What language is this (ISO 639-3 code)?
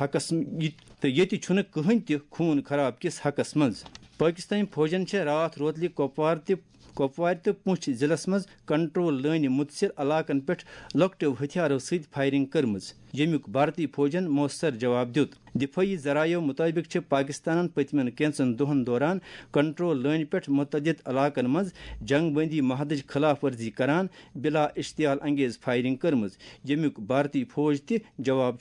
kas